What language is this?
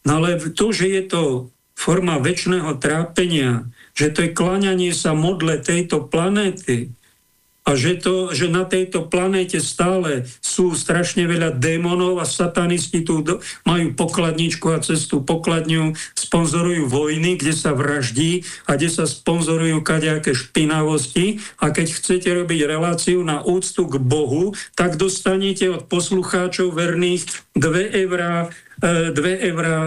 Slovak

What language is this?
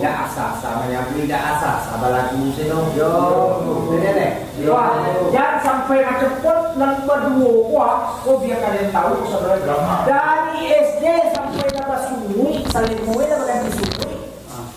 Minangkabau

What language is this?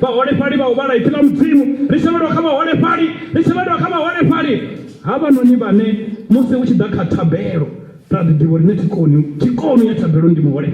Venda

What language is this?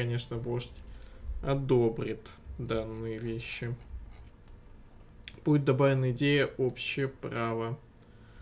Russian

